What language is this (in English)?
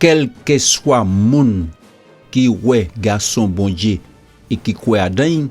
Guadeloupean Creole French